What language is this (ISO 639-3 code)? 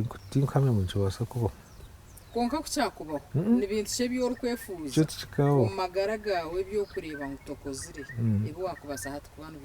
nyn